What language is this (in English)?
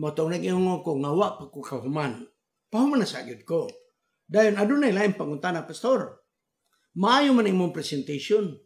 Cebuano